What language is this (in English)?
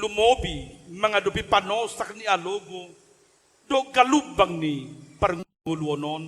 Batak Toba